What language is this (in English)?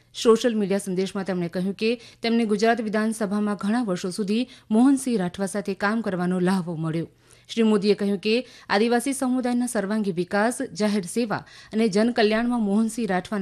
Gujarati